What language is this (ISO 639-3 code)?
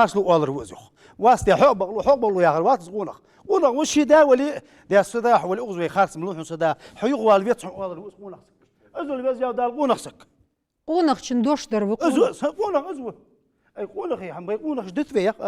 inh